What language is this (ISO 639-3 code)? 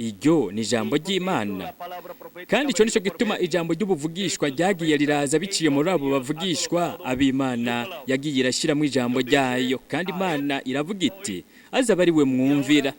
run